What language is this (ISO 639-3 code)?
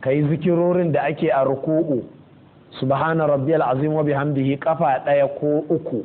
hau